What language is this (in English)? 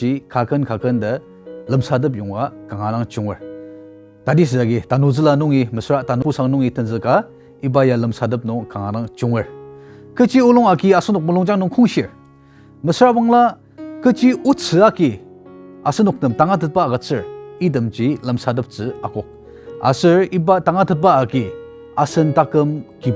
Ao Naga